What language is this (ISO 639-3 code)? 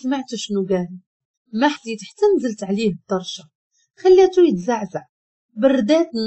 ary